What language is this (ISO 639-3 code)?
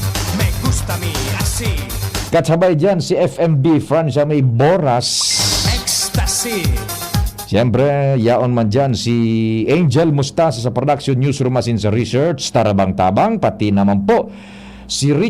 bik